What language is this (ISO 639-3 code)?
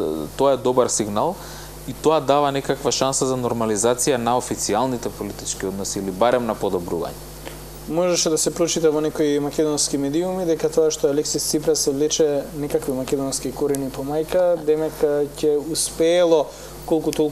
mkd